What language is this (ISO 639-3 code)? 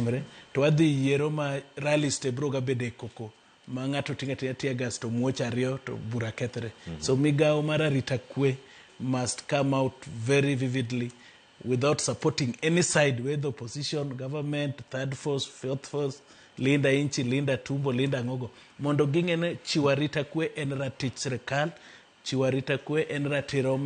luo